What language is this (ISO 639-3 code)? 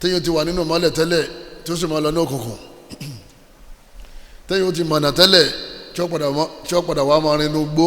yor